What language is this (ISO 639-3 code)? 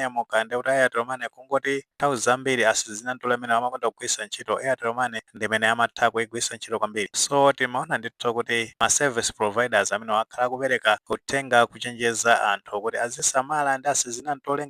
nya